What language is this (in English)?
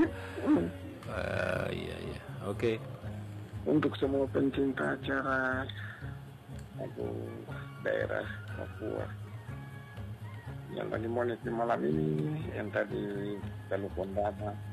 Indonesian